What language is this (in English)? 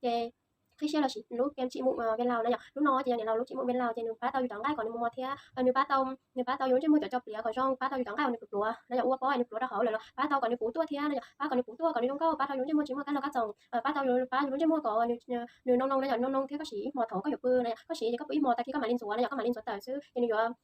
Hmong